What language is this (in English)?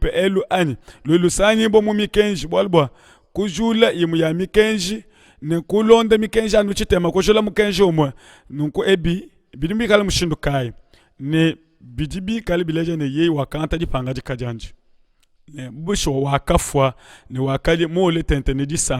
Luba-Lulua